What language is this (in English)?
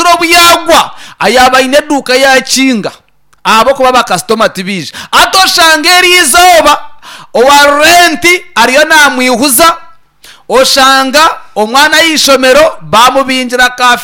Nyankole